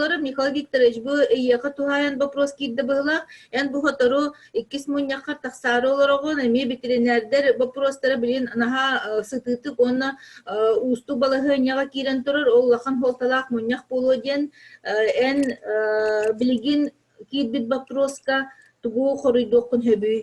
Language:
Yakut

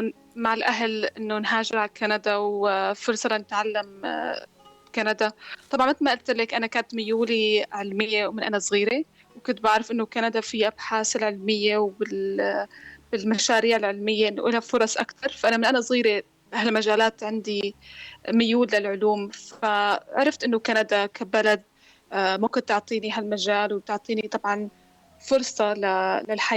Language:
North Levantine Arabic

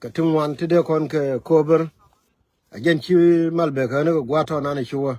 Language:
Nuer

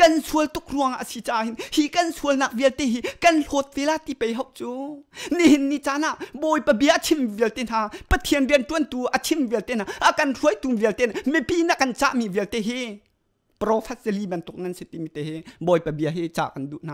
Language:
Hakha Chin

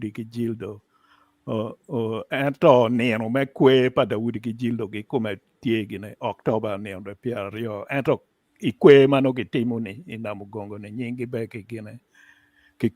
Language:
Acoli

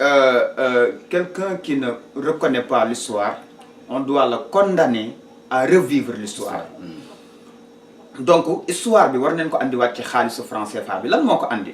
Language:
Wolof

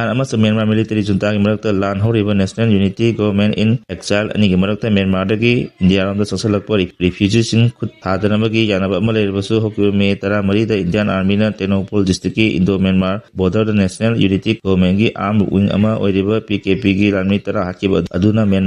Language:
Manipuri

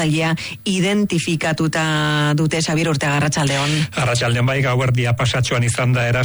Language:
Basque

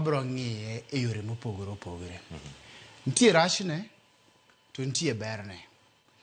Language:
Luo (Kenya and Tanzania)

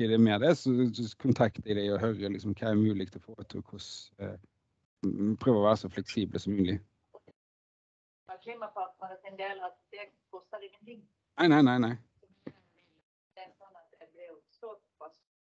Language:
Norwegian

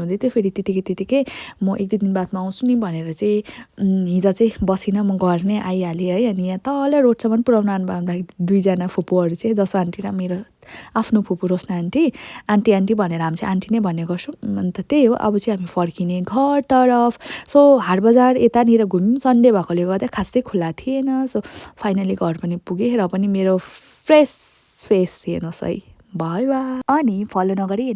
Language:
Nepali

